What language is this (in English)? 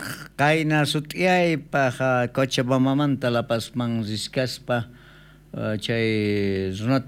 South Bolivian Quechua